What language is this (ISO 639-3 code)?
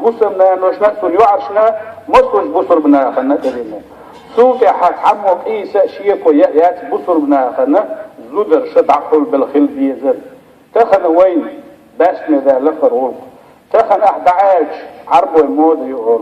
che